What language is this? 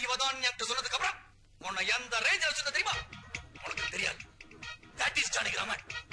Tamil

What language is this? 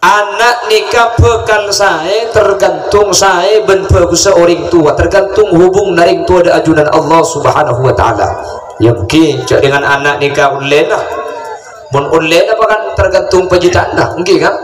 Madurese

